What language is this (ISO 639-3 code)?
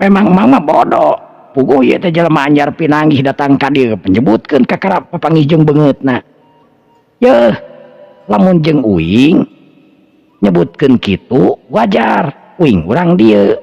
sun